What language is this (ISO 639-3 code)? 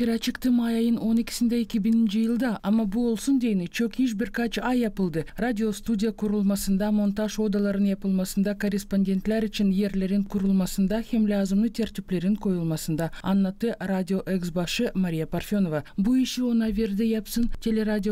gag